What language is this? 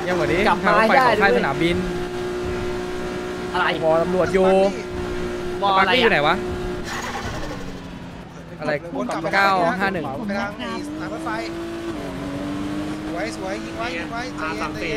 Thai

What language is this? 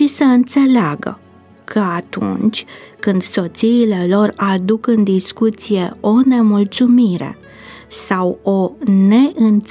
Romanian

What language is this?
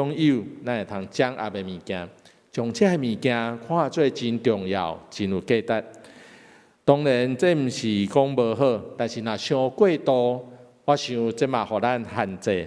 Min Nan Chinese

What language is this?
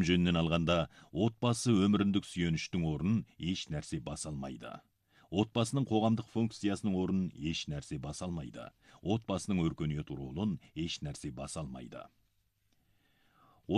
Kazakh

